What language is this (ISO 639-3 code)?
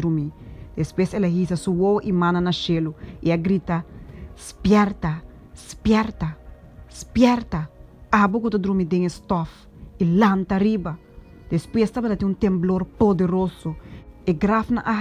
pap